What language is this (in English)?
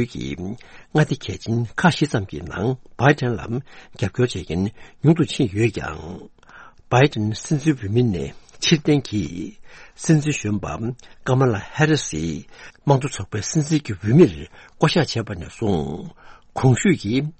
Tibetan